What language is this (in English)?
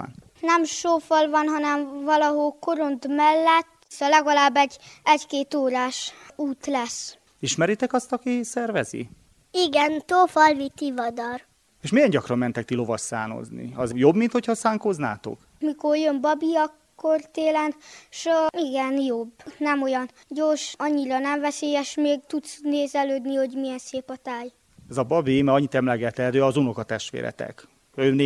Hungarian